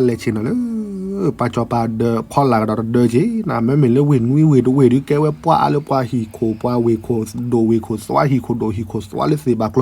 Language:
S'gaw Karen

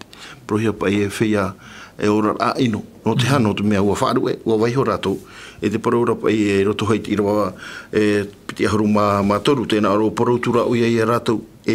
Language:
Tahitian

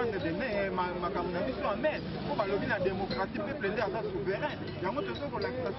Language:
Lingala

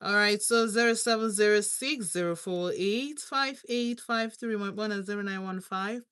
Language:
Igbo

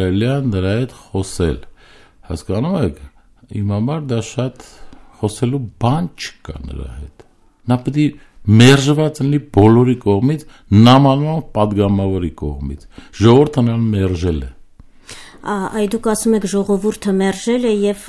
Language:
Armenian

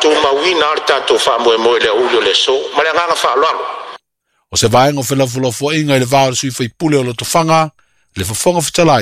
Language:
Samoan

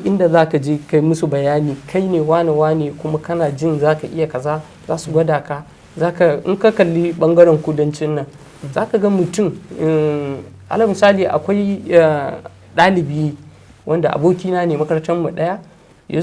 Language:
Hausa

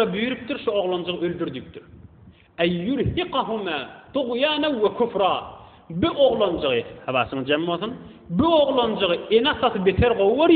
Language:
Turkmen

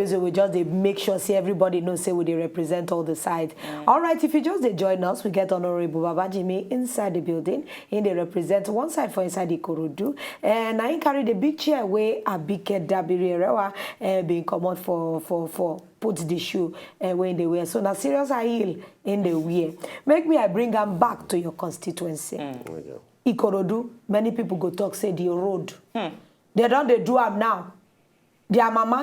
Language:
Nigerian Pidgin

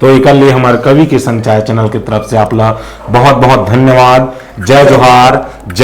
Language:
Chhattisgarhi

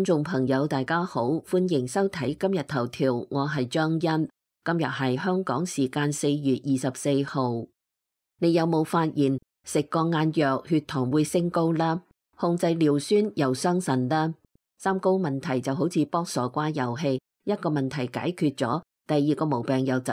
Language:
Cantonese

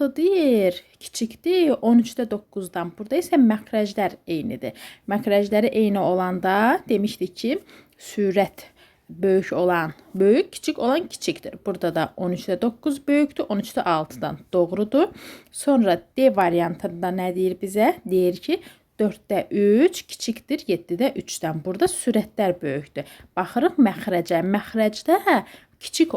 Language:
Azerbaijani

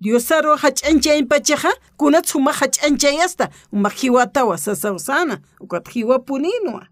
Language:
Aymara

